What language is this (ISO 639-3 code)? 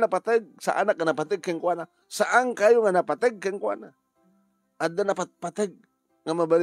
ilo